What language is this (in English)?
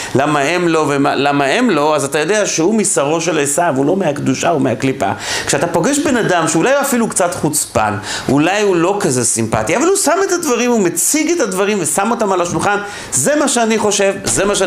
Hebrew